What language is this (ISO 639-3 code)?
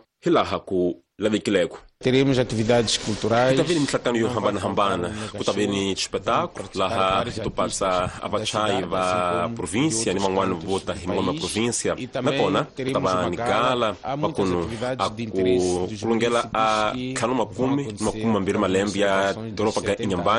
tso